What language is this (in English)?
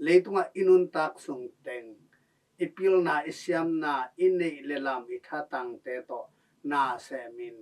Tedim Chin